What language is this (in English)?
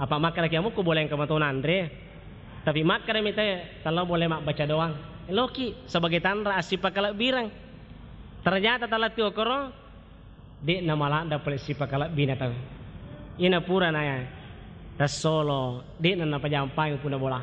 Buginese